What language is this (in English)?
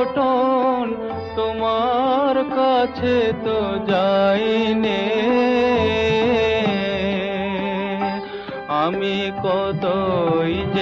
Bangla